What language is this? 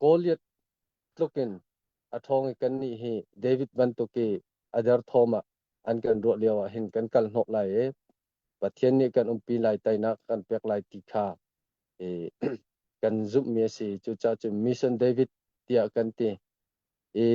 Hakha Chin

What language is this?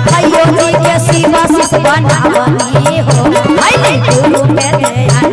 Magahi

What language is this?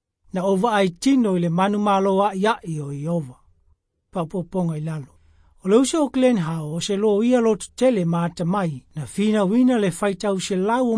Samoan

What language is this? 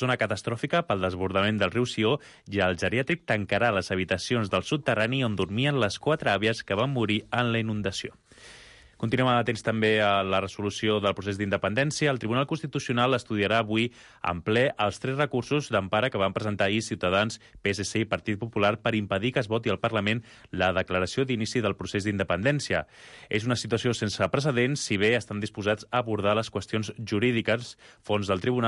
Catalan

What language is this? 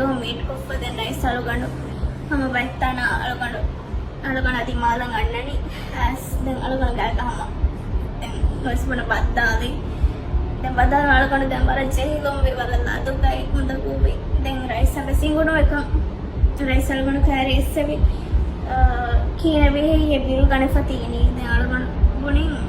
Divehi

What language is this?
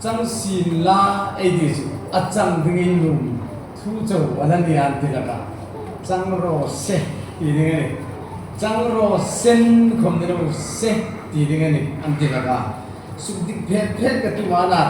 Hmar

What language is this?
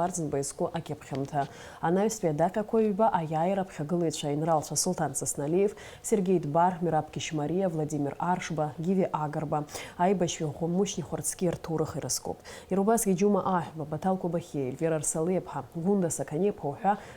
Abkhazian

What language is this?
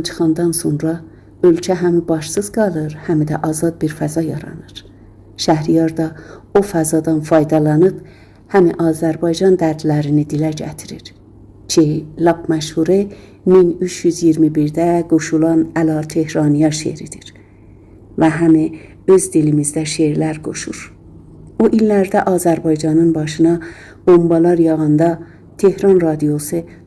South Azerbaijani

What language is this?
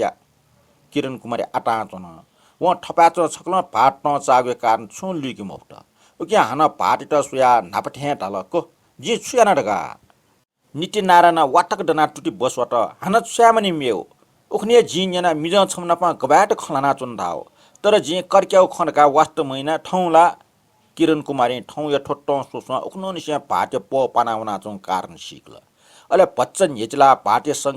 Newari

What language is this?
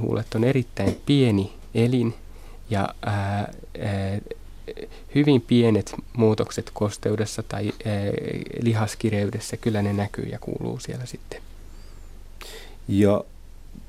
Finnish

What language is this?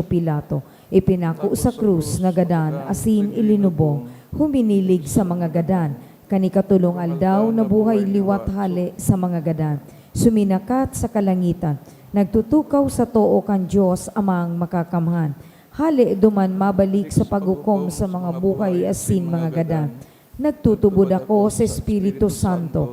Bikol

